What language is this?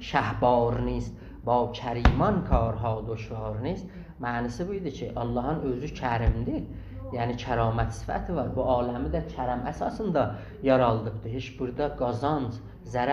South Azerbaijani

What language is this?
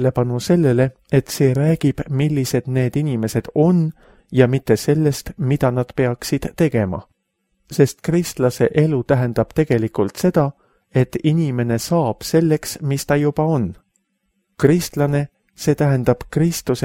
Estonian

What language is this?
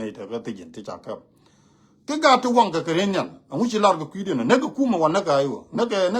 Nuer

